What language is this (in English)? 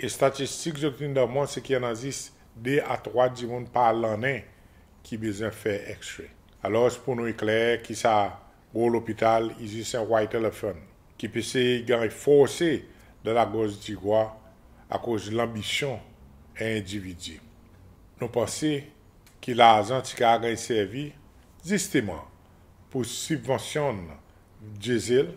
Seselwa Creole French